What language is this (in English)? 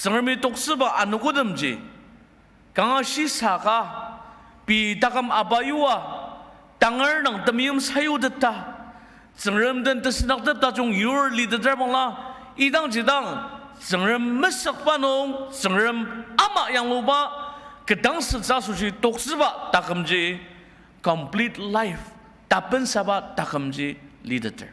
Ao Naga